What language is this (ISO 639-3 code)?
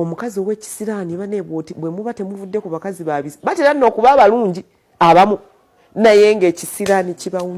lug